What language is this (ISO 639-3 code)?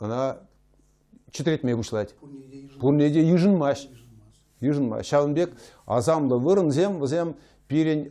chv